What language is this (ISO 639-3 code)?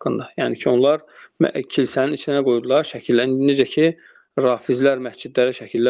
aze